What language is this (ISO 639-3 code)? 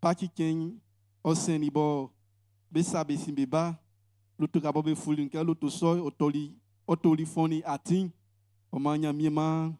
bci